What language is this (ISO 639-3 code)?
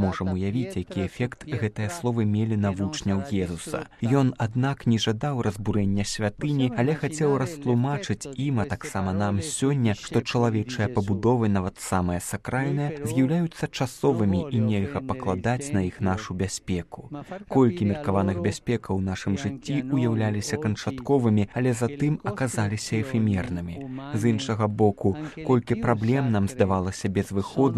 bel